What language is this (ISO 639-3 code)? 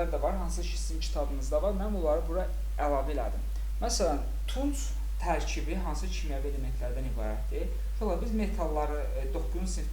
aze